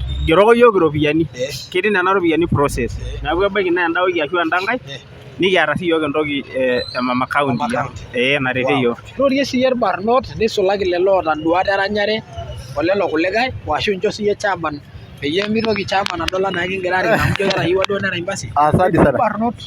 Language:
Masai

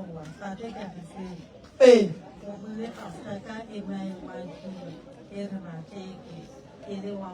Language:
Northern Sotho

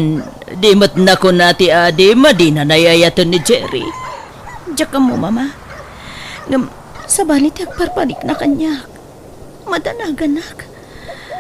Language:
Iloko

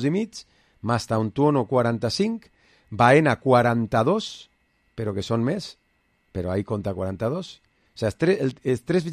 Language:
Catalan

